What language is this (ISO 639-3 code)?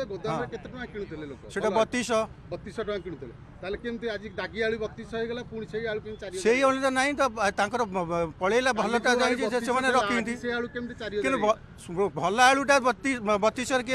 ori